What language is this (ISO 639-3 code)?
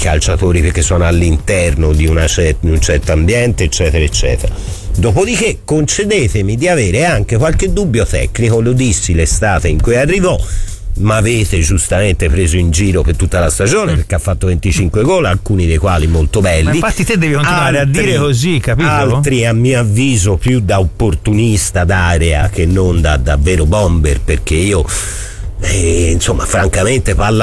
ita